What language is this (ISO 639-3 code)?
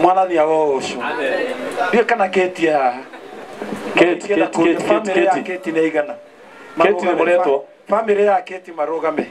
kik